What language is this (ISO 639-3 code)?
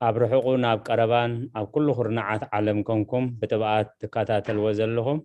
tir